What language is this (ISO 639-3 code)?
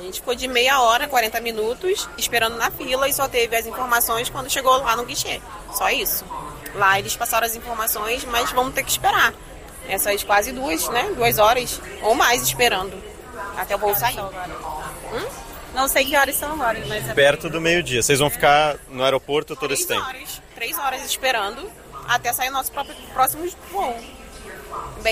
por